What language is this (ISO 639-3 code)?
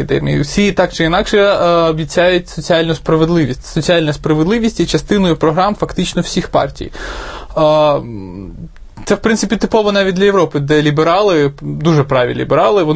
ukr